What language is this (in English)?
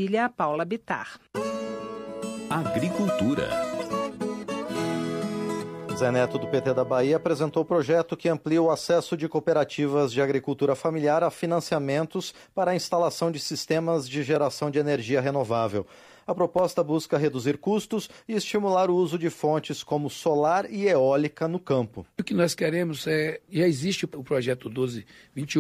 Portuguese